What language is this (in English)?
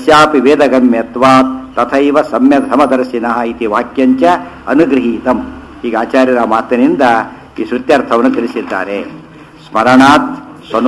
Kannada